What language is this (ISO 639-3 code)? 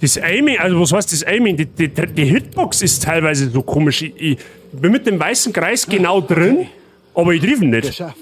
bar